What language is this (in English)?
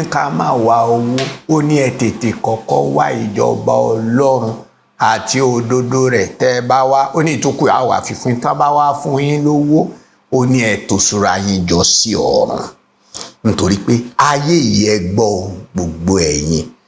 Yoruba